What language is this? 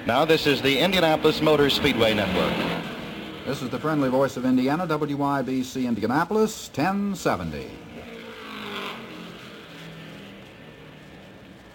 English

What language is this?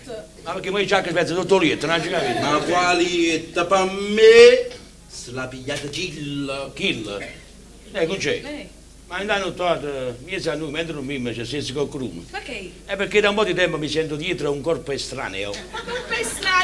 Neapolitan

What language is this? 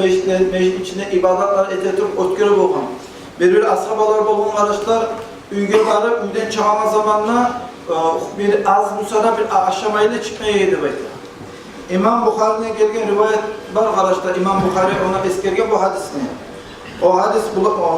Kumyk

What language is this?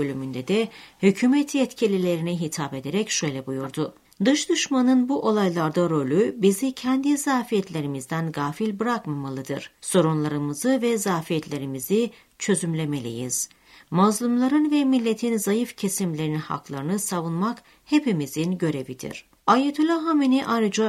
Turkish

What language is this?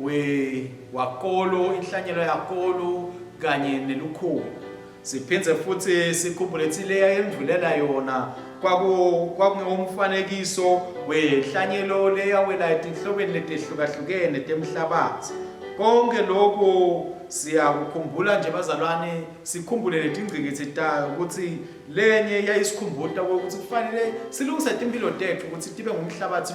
Swati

